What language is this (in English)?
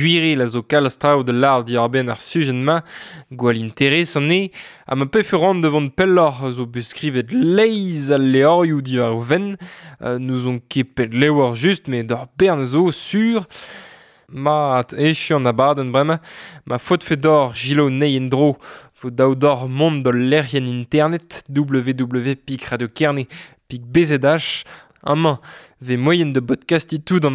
Breton